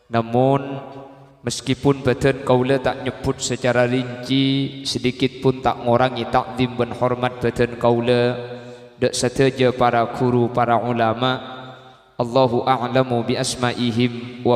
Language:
Madurese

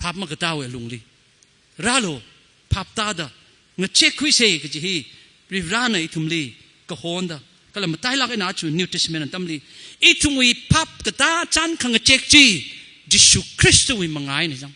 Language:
Tangkhul Naga (India)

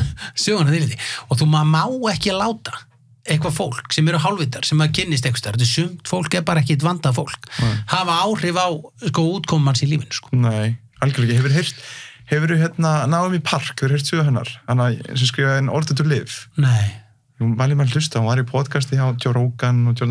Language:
Icelandic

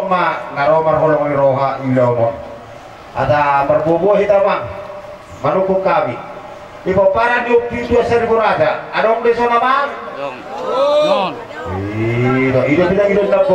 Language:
Batak Toba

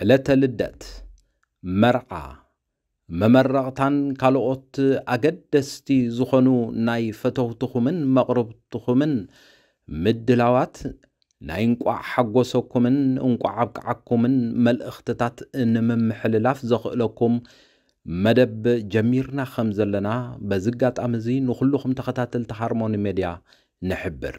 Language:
Tigrinya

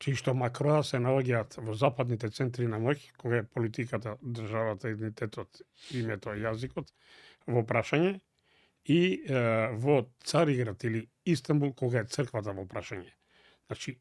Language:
Macedonian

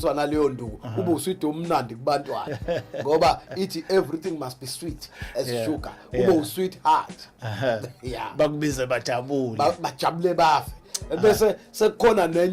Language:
Zulu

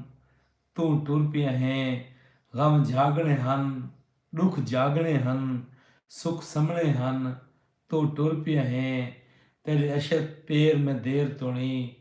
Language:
Saraiki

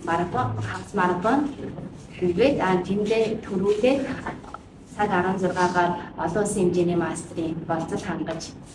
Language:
Mongolian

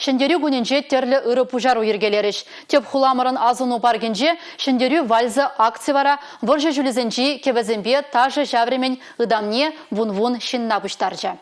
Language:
Chuvash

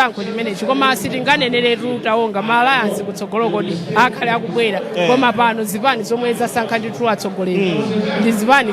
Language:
Nyanja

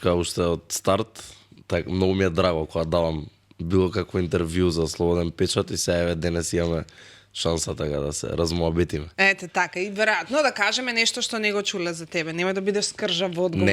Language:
Macedonian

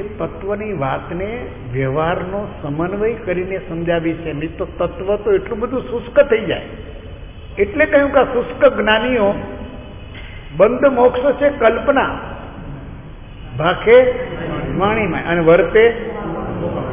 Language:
Gujarati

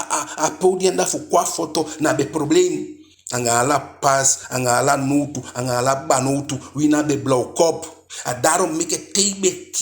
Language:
Eastern Maroon Creole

